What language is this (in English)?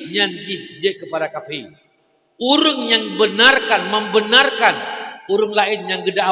Achinese